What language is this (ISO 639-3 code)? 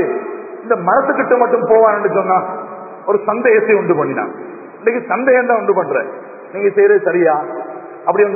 tam